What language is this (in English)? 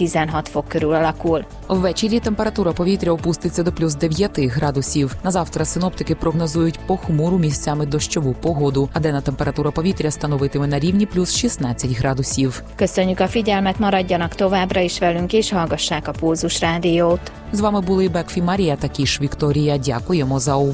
Ukrainian